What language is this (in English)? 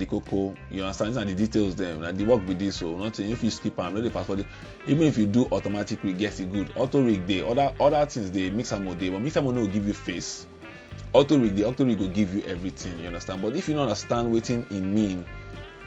Nigerian Pidgin